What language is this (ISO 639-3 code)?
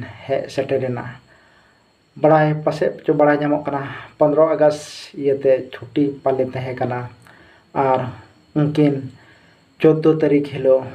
sat